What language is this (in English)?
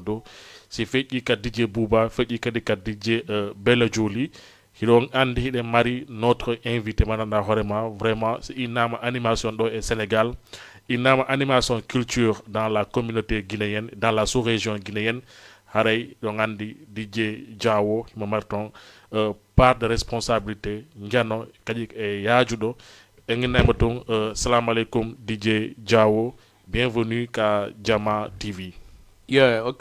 Fula